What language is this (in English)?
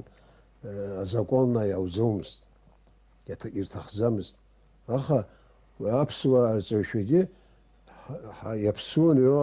Abkhazian